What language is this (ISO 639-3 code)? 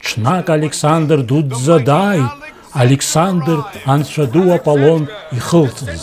abk